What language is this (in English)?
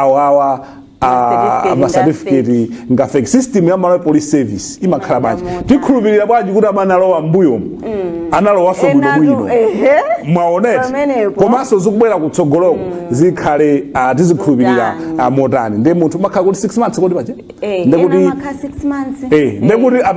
Nyanja